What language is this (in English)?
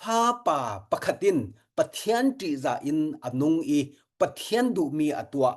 Falam Chin